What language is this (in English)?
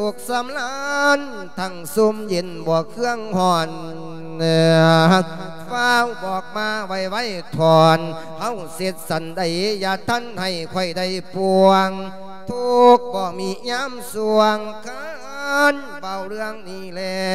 Lao